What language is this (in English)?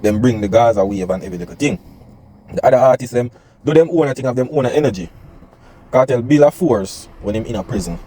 Jamaican Creole English